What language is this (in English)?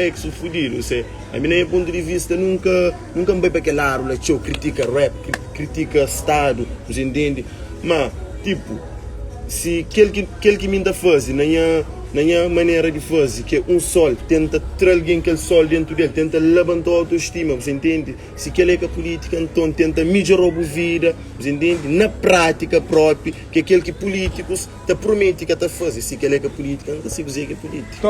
Kabuverdianu